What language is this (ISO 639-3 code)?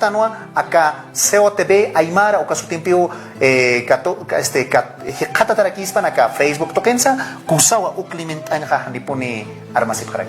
aym